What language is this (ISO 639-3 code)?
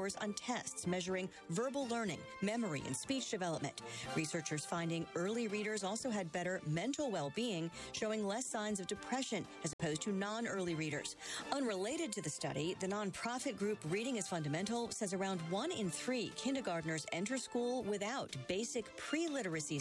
eng